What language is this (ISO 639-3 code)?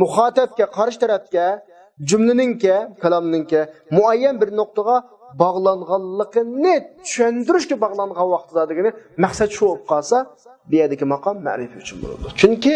uig